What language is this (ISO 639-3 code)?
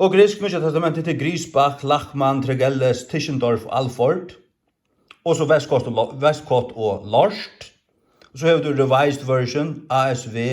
fao